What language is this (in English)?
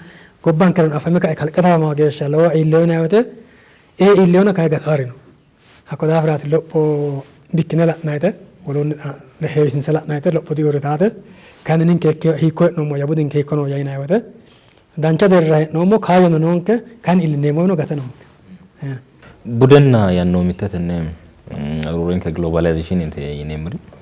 Sidamo